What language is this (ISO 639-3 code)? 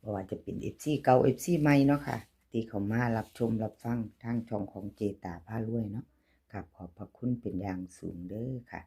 tts